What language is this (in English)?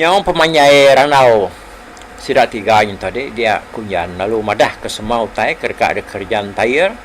Iban